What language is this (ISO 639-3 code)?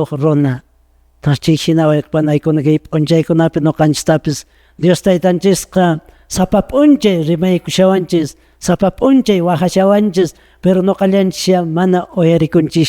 que